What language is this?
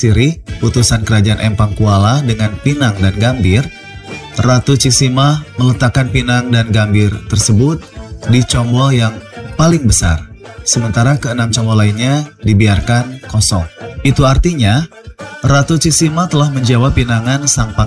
Indonesian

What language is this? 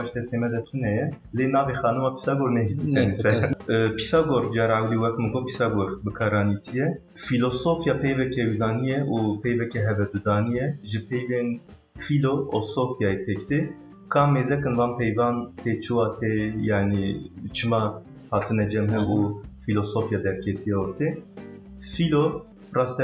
Kurdish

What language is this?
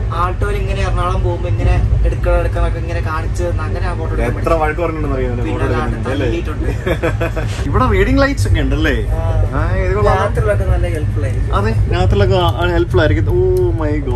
Malayalam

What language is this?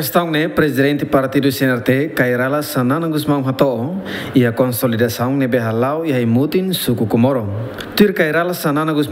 Tetum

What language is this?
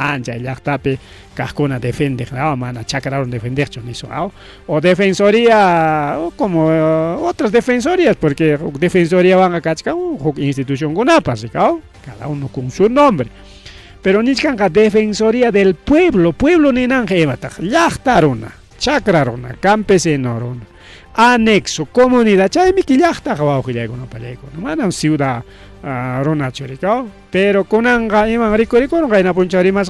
Ayacucho Quechua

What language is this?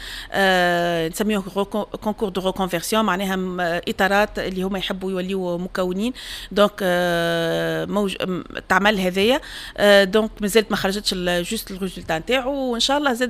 Tunisian Arabic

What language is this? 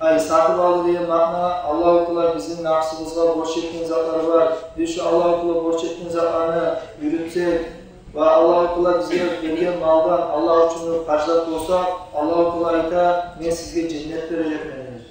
Kumyk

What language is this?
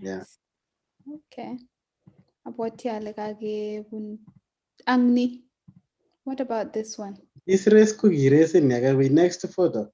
Kalenjin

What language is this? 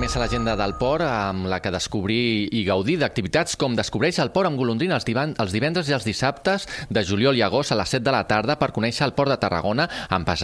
Catalan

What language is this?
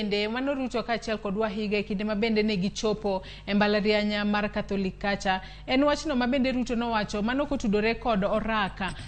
Luo (Kenya and Tanzania)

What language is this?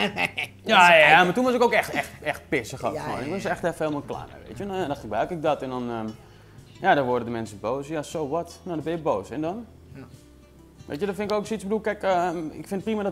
Dutch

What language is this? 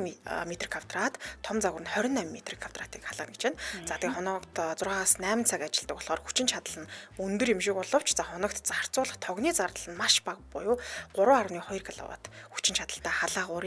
Mongolian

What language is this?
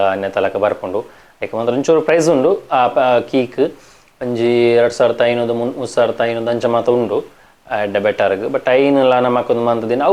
Tulu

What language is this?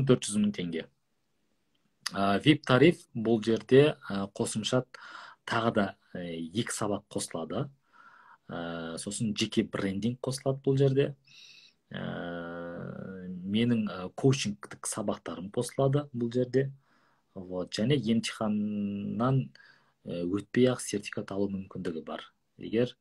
Kazakh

